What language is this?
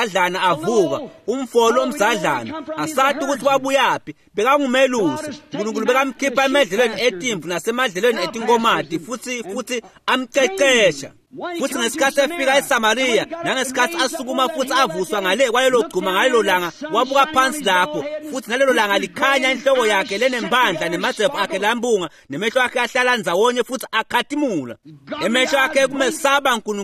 Swati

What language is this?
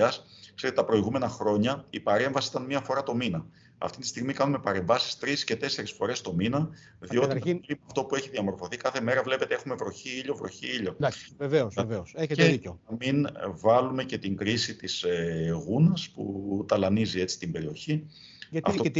Greek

